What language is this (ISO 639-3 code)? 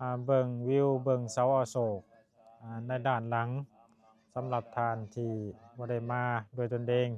lao